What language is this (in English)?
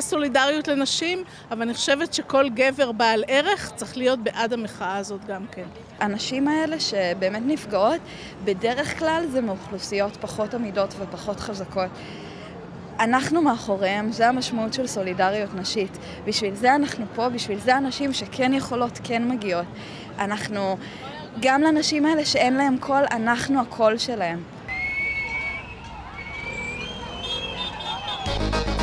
Hebrew